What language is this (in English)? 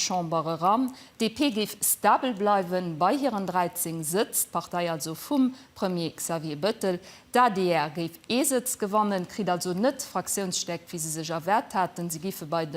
Luxembourgish